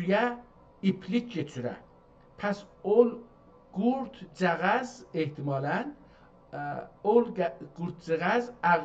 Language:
South Azerbaijani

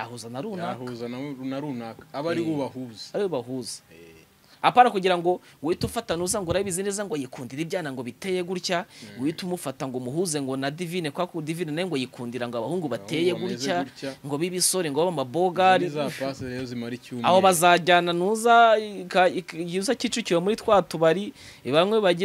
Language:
Kinyarwanda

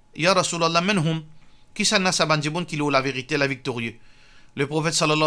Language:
Morisyen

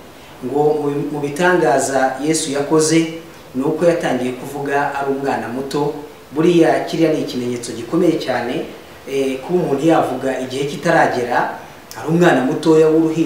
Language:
Kinyarwanda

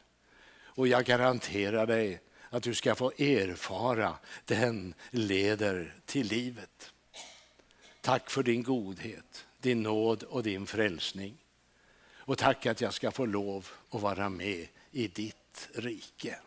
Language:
Swedish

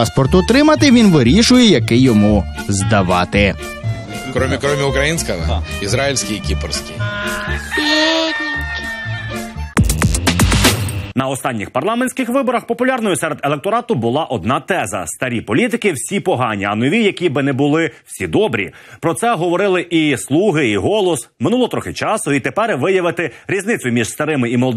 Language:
Ukrainian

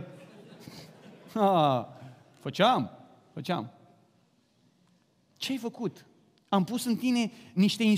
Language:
Romanian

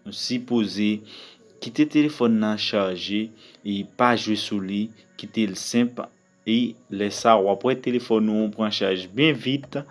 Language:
Haitian Creole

